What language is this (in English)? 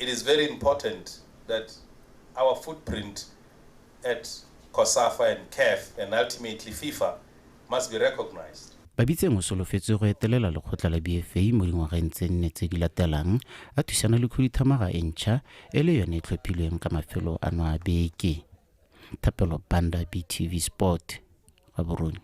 Tswana